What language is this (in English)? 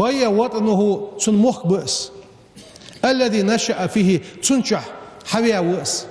Ingush